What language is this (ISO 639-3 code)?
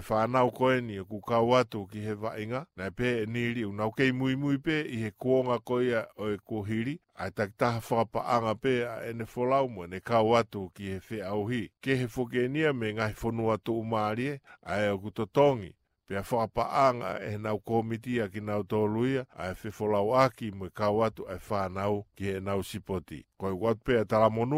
ton